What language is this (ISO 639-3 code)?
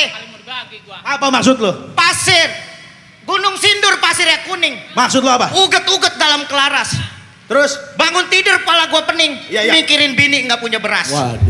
bew